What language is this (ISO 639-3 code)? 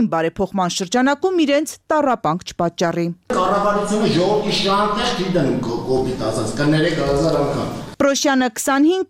hye